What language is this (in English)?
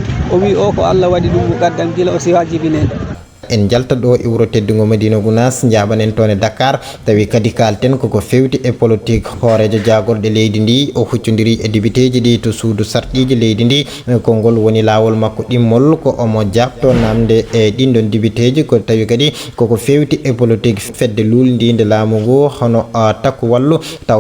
Fula